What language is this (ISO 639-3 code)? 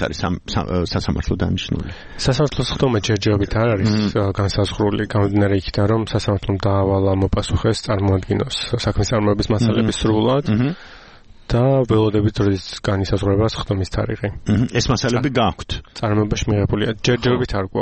kat